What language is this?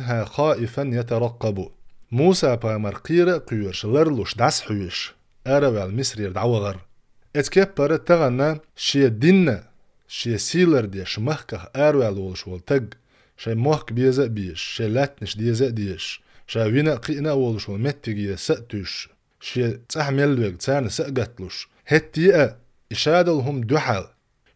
Chechen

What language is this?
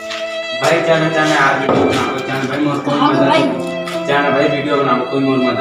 Chhattisgarhi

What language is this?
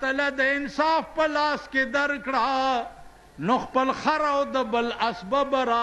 Pashto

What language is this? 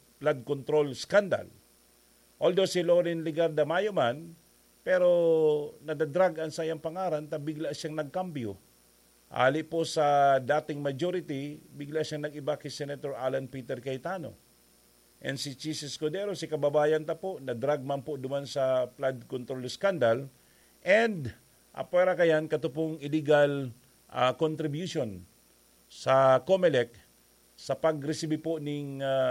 Bikol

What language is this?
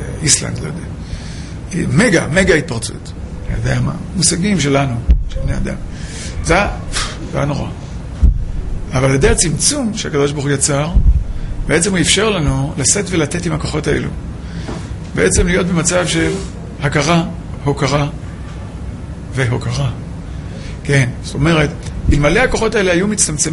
Hebrew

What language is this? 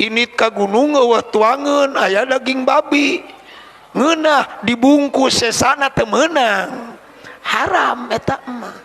Sundanese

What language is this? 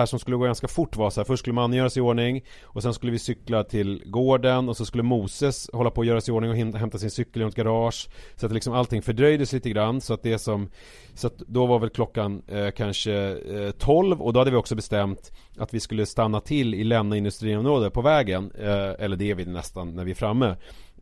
Swedish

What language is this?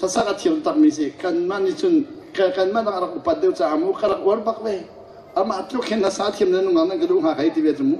Hakha Chin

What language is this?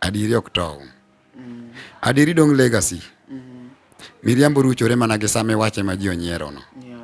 Luo (Kenya and Tanzania)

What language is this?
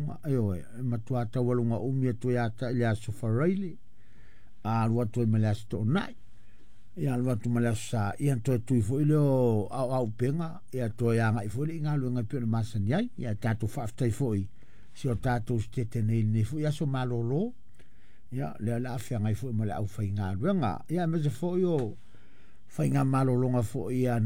Samoan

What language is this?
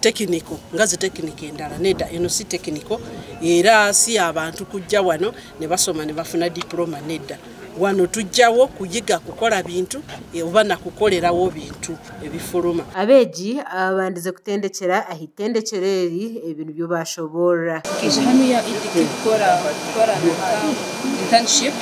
Nyankole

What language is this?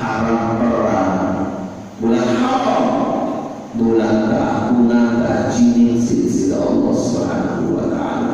Sasak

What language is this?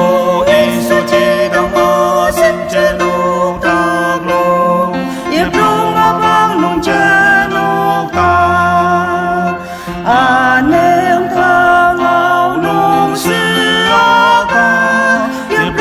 Ao Naga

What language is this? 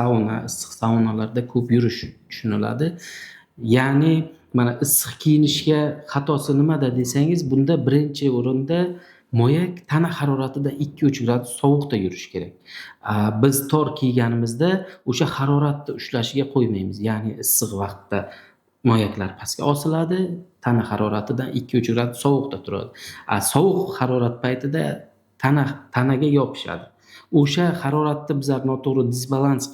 Uzbek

